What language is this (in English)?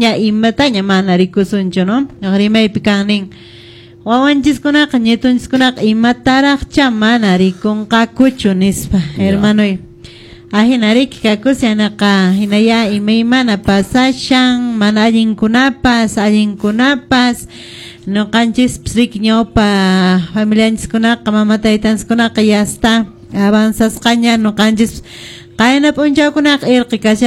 Quechua